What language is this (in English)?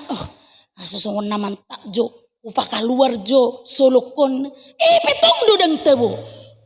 Batak Toba